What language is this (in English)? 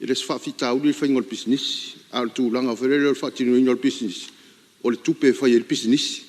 Samoan